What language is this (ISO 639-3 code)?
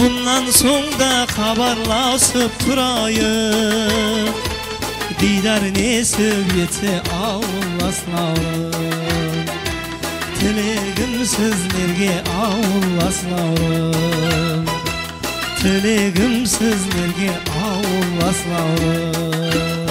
kaa